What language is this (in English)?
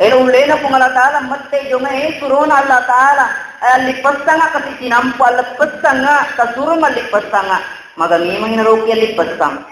Buginese